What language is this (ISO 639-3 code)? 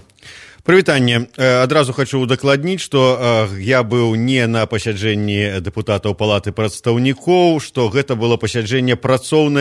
bel